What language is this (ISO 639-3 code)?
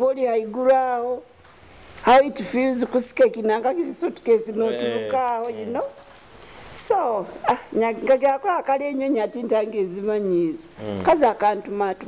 nyo